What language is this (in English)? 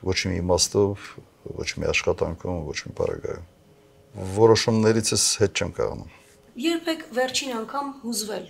Armenian